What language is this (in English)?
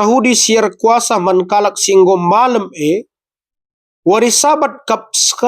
Batak Karo